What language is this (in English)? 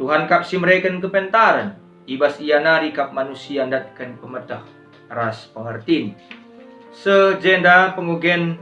Batak Karo